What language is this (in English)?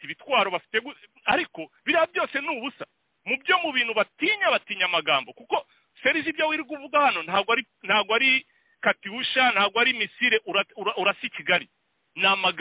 Kinyarwanda